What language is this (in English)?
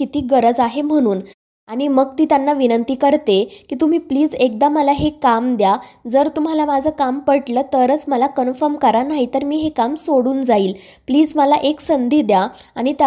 Marathi